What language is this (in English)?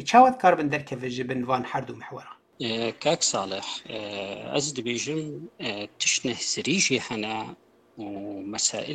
Kurdish